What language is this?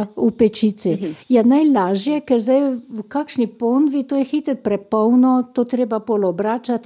Slovenian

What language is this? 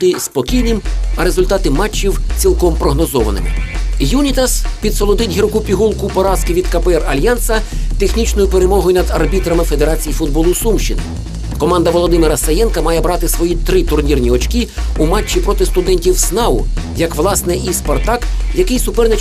Ukrainian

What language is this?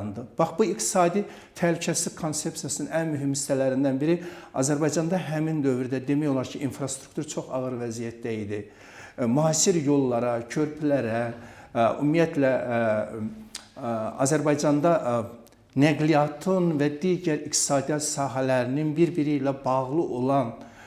Azerbaijani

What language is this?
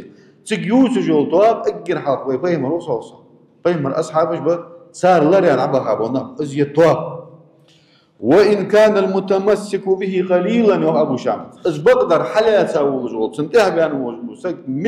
Ingush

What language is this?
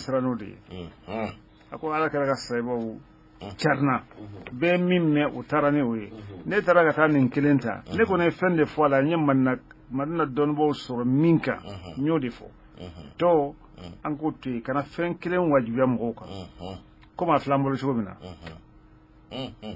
Bambara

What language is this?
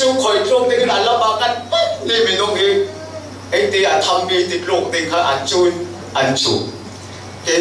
Falam Chin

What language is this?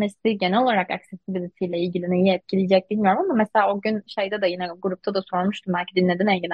Turkish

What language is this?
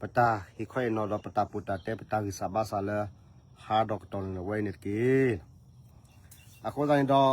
S'gaw Karen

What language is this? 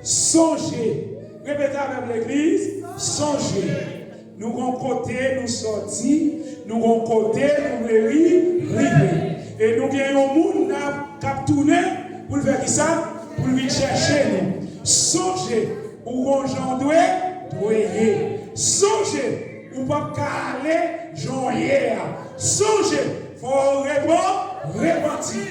Haitian Creole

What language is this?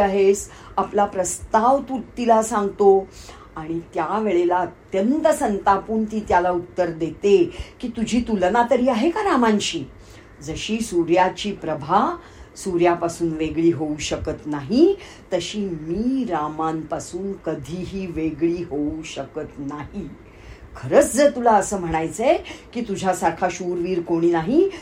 Marathi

